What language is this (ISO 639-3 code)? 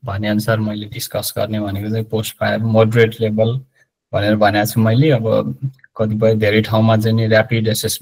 nep